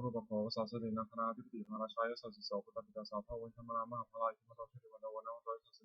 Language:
Pali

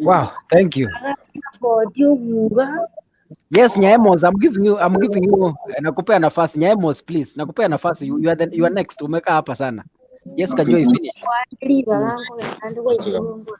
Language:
Gusii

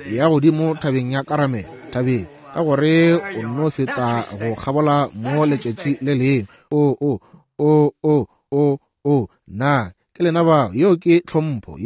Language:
Northern Sotho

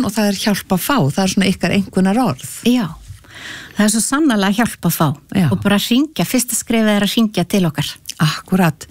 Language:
Icelandic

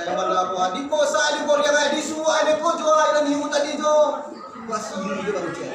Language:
Minangkabau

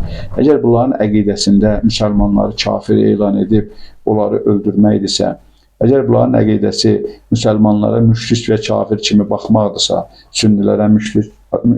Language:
Azerbaijani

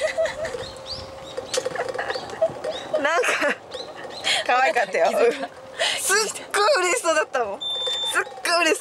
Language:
Japanese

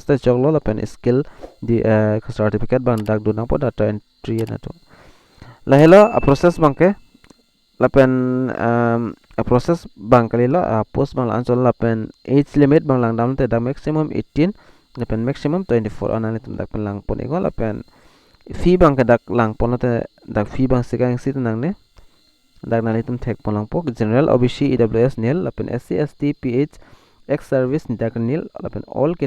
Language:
Karbi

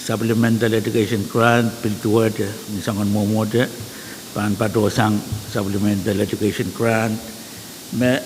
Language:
Pohnpeian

